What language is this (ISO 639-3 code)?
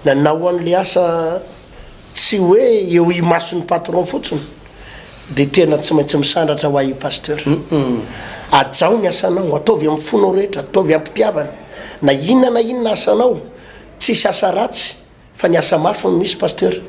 mlg